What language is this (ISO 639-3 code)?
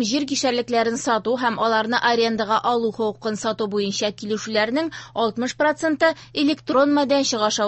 tat